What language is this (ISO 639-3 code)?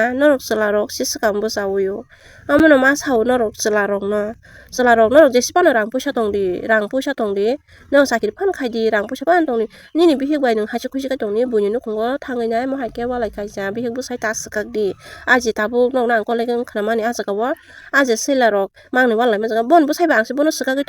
trp